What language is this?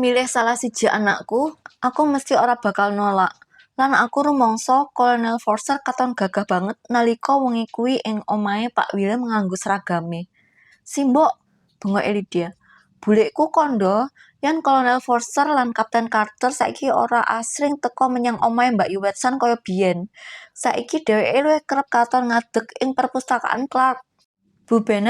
Javanese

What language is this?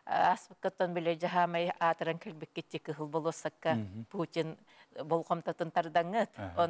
Yakut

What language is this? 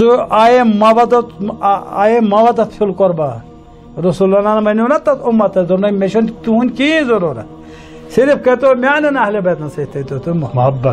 Kashmiri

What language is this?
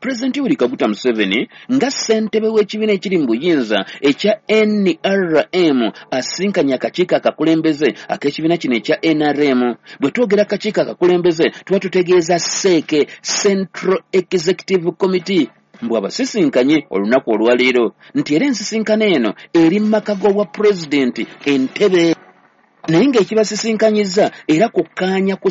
Ganda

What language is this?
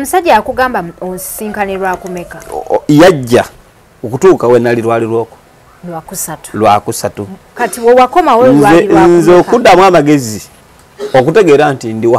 Ganda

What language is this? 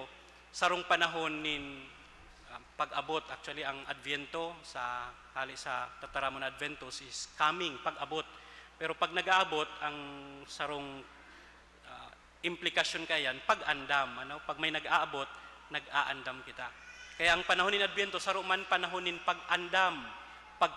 Bikol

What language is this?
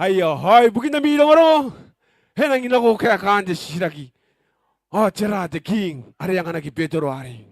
Gilbertese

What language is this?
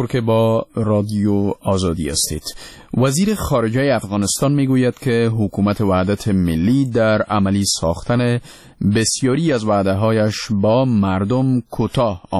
Persian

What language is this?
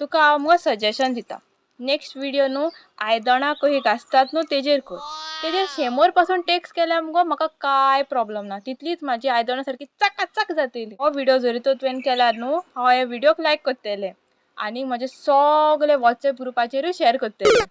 Konkani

